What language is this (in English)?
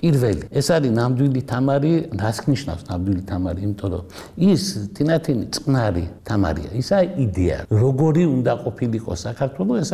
Georgian